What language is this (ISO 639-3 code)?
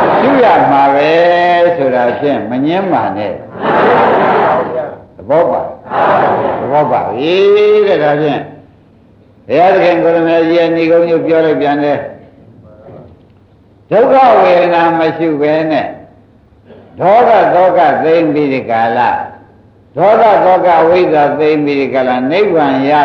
mya